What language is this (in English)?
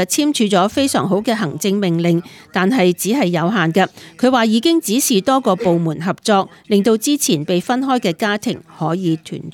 Cantonese